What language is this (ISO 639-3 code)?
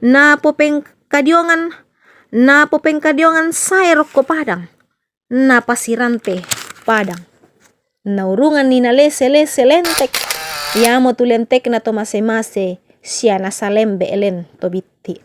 sda